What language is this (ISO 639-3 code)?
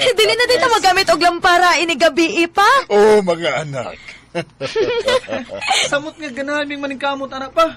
ceb